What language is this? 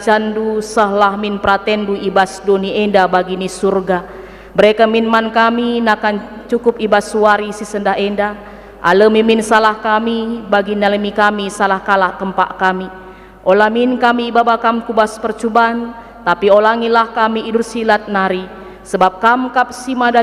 Batak Karo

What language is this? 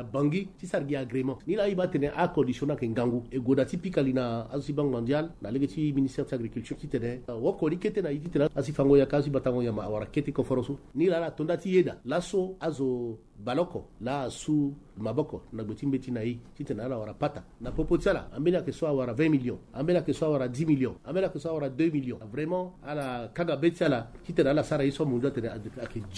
Sango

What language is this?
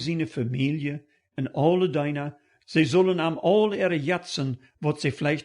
Plautdietsch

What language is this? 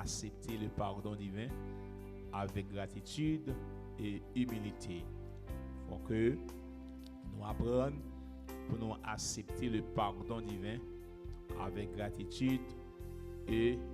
Haitian Creole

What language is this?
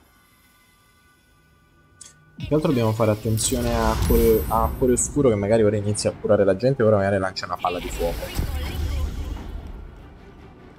Italian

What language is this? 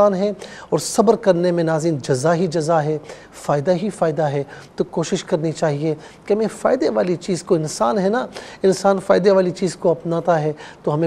Urdu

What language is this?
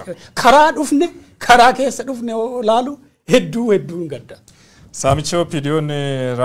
Oromo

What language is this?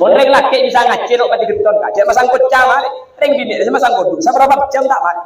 Madurese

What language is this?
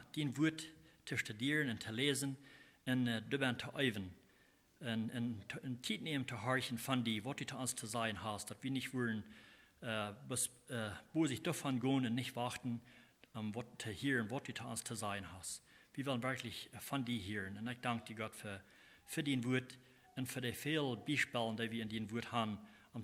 Plautdietsch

